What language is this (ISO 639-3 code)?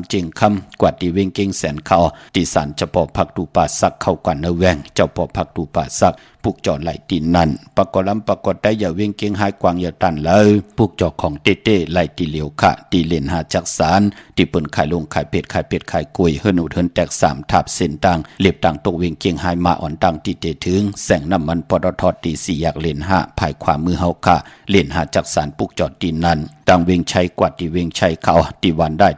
shn